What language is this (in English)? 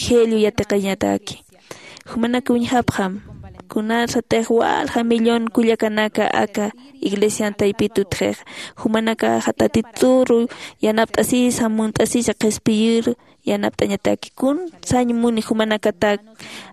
Aymara